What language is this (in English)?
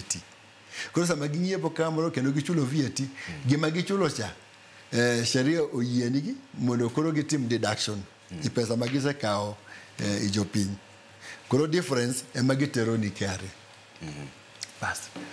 Luo (Kenya and Tanzania)